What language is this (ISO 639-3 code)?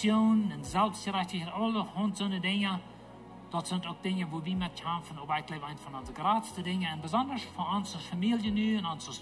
pdt